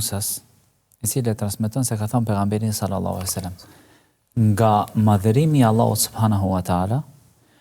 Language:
Albanian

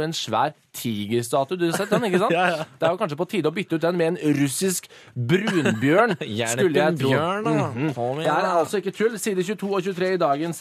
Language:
Norwegian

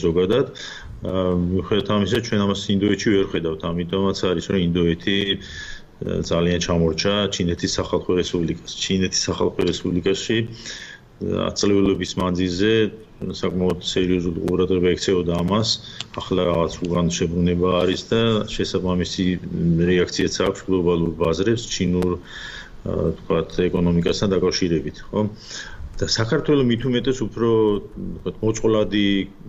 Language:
Georgian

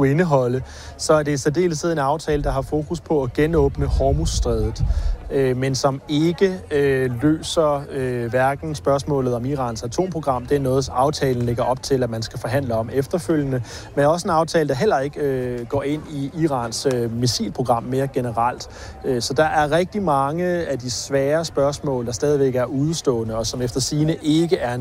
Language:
Danish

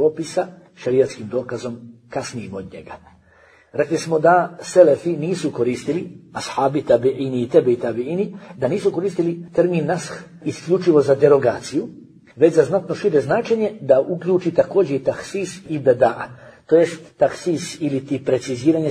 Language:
Bosnian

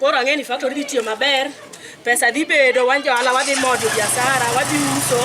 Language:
Luo (Kenya and Tanzania)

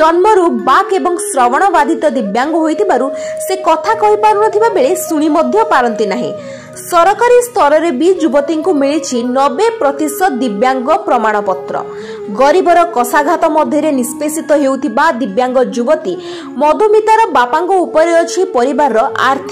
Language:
Odia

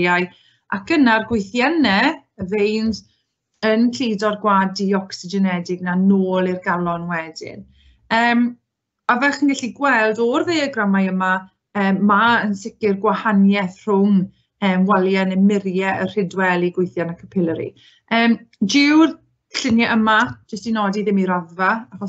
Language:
Welsh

